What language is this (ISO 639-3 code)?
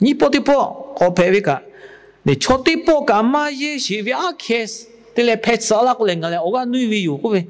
lhu